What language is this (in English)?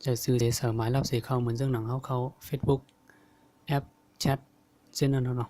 Shan